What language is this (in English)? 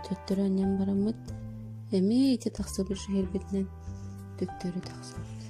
Yakut